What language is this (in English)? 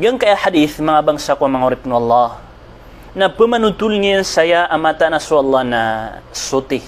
Maranao